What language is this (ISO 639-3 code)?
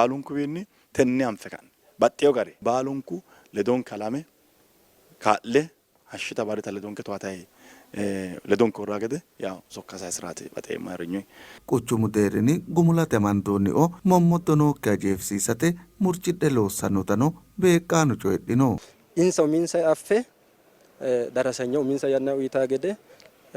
sid